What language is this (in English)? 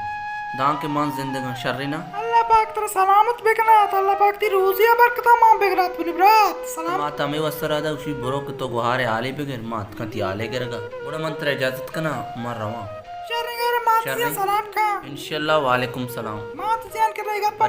Baluchi